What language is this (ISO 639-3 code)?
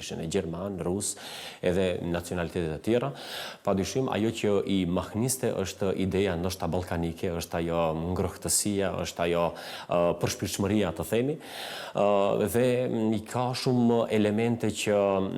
sqi